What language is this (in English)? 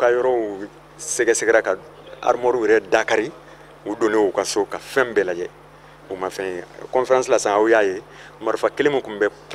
Bambara